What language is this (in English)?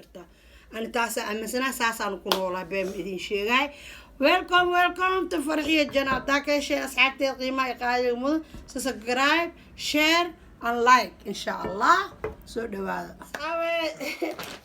Somali